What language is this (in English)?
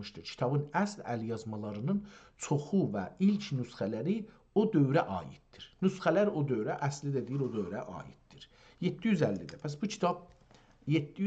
South Azerbaijani